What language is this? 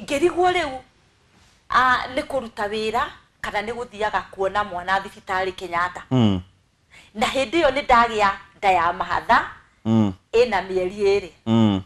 Kikuyu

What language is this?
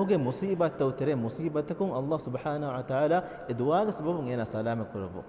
Divehi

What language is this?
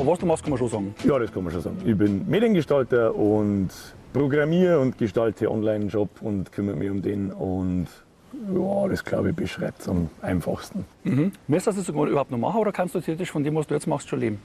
Bavarian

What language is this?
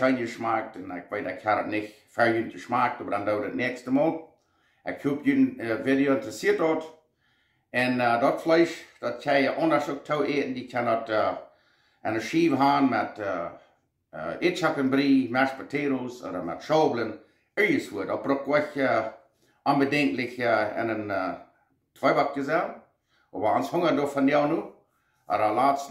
Plautdietsch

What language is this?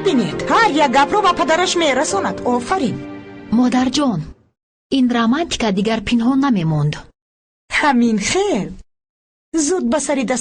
Tajik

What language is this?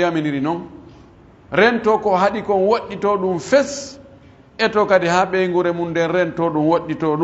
Pular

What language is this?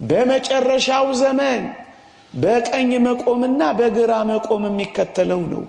Amharic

